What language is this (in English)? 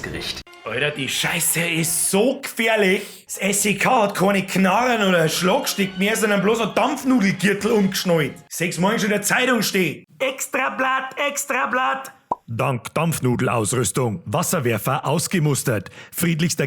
Bavarian